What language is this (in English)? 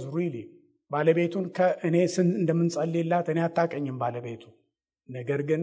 Amharic